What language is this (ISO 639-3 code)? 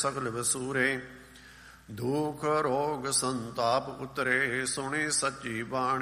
pan